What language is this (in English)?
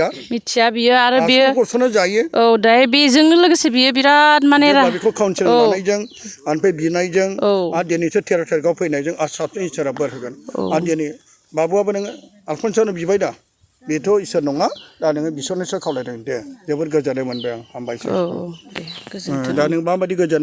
Bodo